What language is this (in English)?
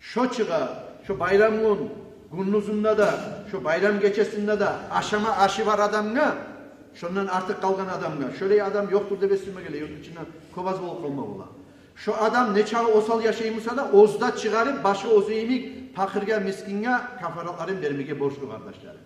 Kumyk